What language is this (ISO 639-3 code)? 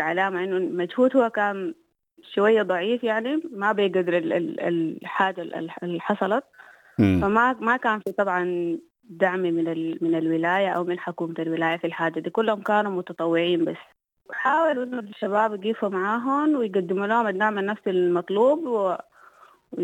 apd